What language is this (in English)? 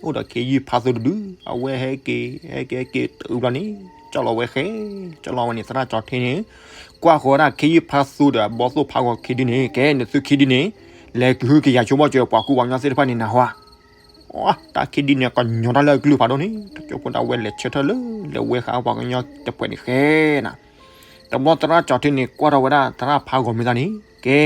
S'gaw Karen